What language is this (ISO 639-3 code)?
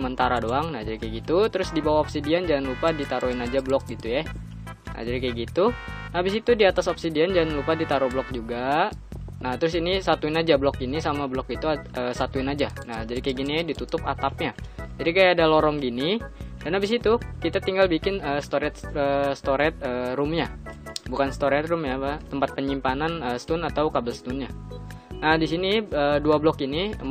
ind